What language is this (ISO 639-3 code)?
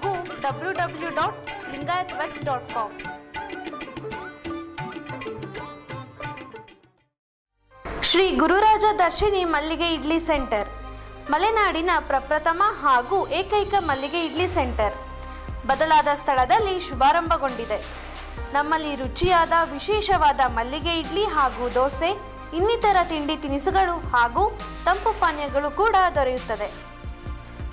kan